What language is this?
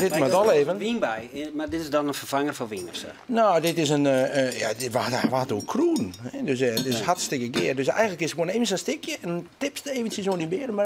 Western Frisian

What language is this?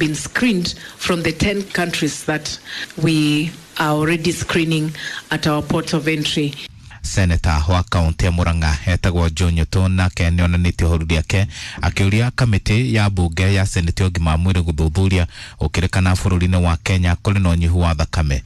Kikuyu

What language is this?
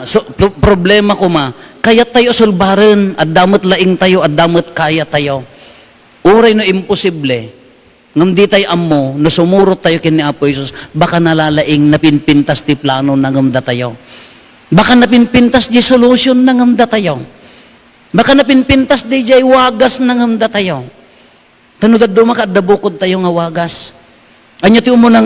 Iloko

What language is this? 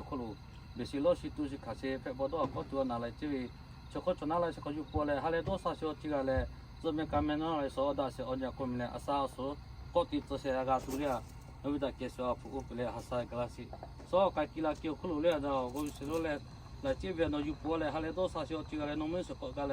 Lahu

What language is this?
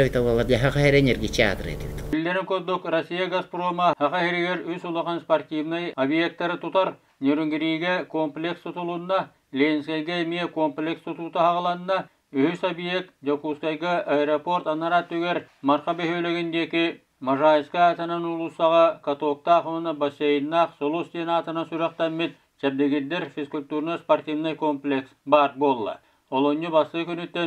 Yakut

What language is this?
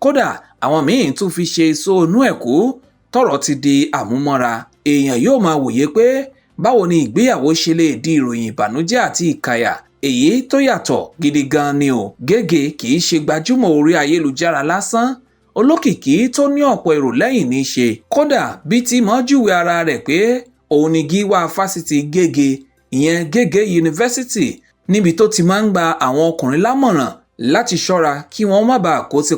Yoruba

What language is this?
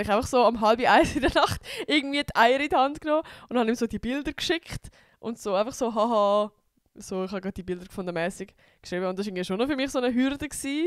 Swiss German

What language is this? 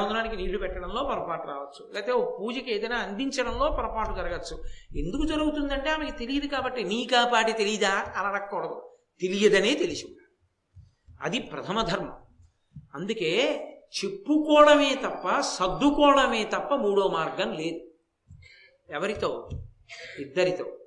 Telugu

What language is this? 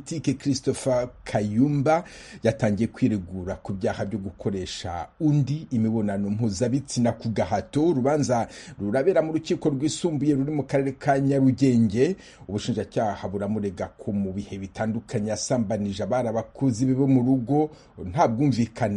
Kinyarwanda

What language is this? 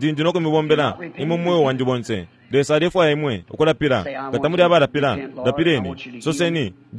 Bemba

